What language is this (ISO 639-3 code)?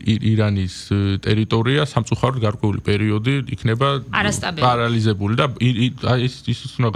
kat